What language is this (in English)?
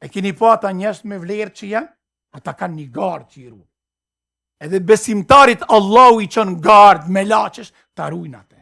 Albanian